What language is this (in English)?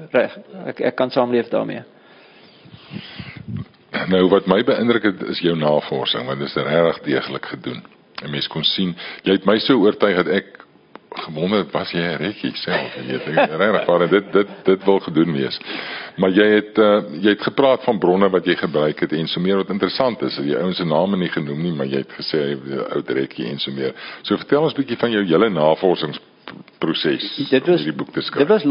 Afrikaans